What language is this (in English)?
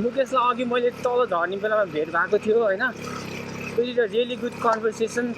Nepali